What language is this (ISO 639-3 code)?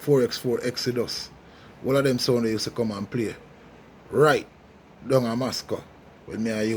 jam